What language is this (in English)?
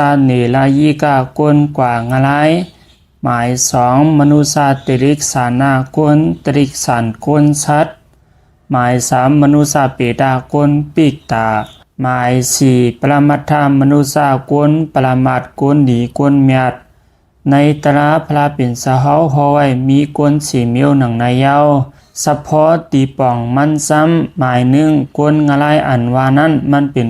Shan